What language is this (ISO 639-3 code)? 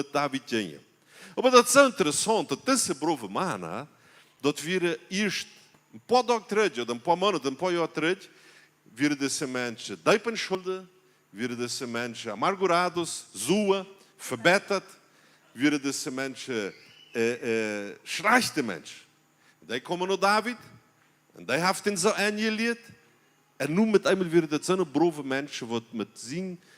pdt